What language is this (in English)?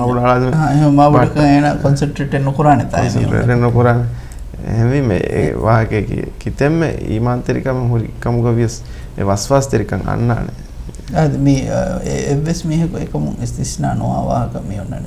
Divehi